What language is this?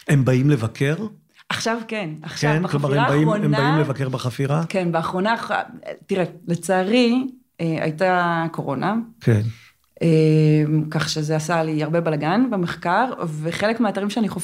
Hebrew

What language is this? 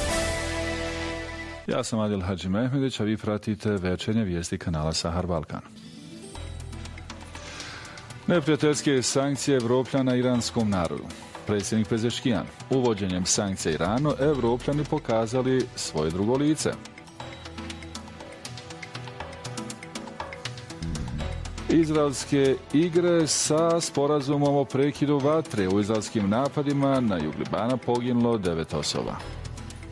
Bosnian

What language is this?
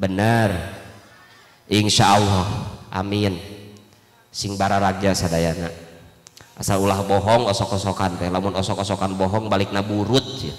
Sundanese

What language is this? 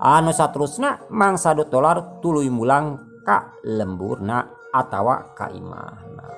Sundanese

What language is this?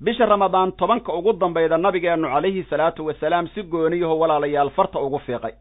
Somali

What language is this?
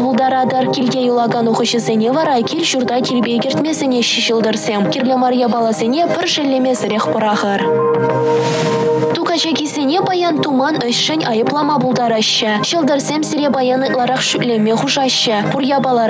Chuvash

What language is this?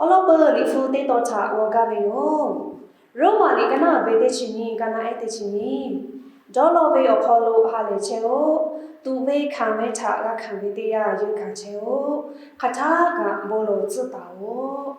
Lahu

